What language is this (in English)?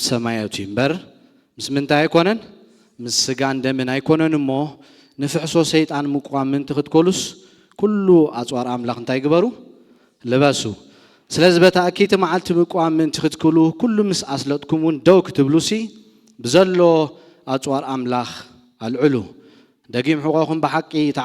Tigrinya